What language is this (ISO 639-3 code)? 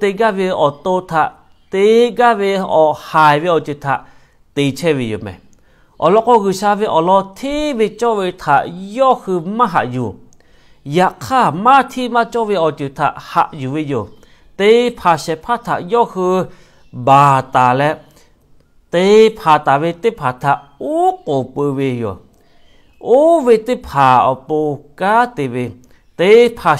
lhu